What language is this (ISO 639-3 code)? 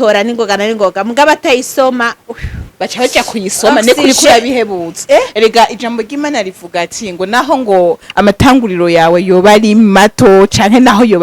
run